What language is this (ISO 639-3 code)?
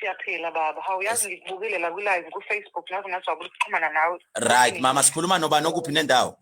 zul